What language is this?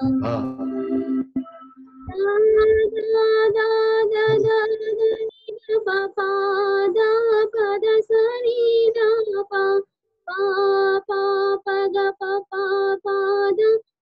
Telugu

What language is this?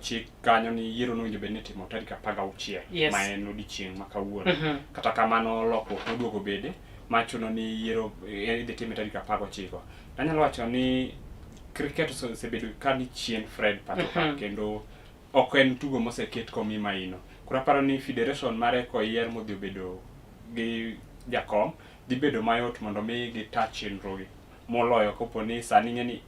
Luo (Kenya and Tanzania)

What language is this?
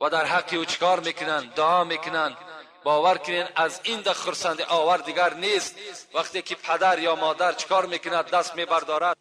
Tajik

